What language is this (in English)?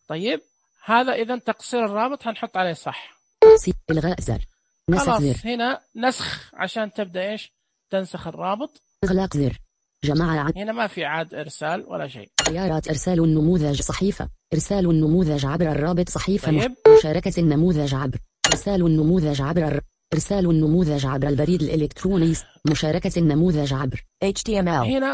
Najdi Arabic